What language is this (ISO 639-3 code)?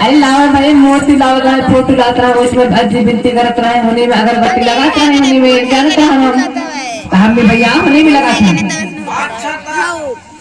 hne